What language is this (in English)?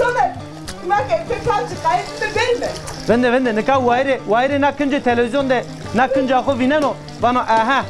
Zaza